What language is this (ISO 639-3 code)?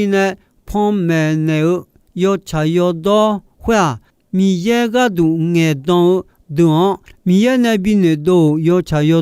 ahk